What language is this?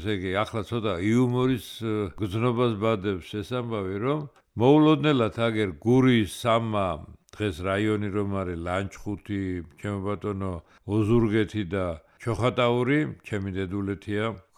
Georgian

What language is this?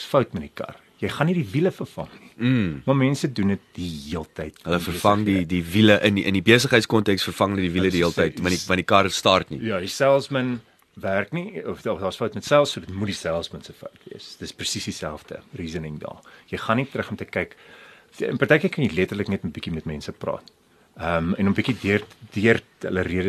Afrikaans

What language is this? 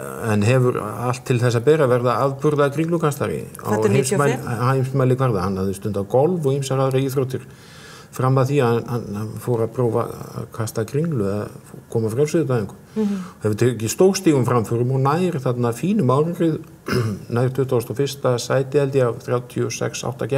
Icelandic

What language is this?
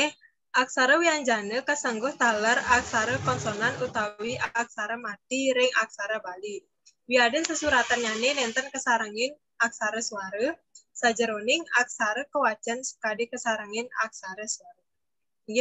Balinese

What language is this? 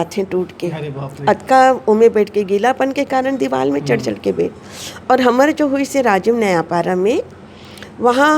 Chhattisgarhi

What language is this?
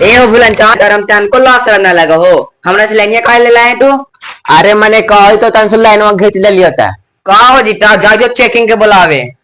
Magahi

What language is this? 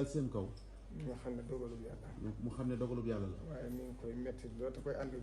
Wolof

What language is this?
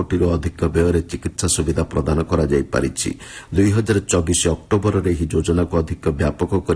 Odia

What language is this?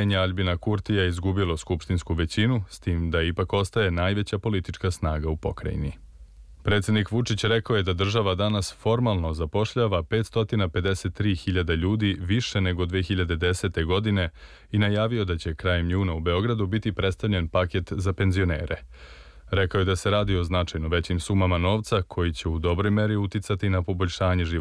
Serbian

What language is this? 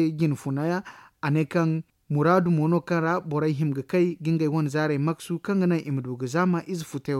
Zarma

